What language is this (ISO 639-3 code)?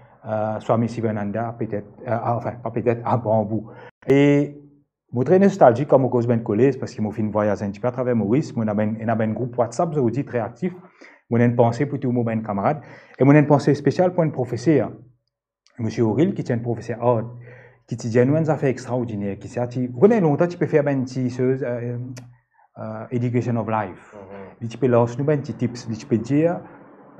mfe